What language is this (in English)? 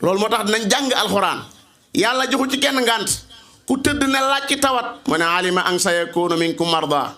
Wolof